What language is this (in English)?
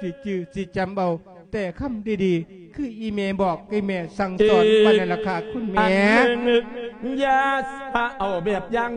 Lao